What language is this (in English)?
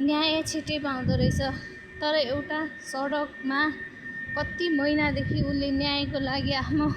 Nepali